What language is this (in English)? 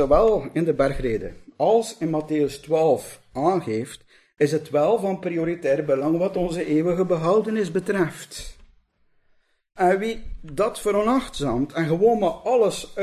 Dutch